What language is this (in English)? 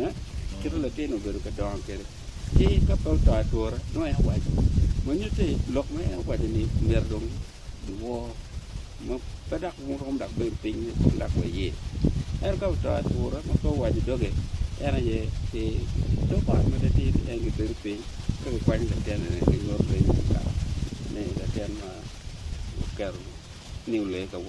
Acoli